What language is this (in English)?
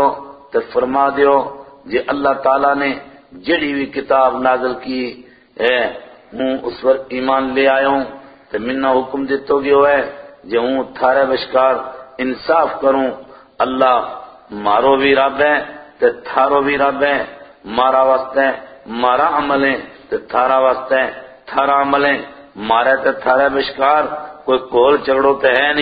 Gujari